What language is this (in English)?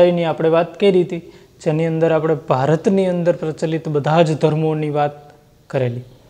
Gujarati